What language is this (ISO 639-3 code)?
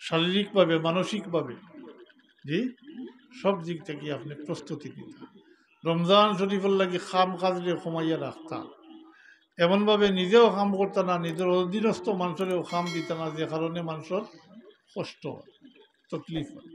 syl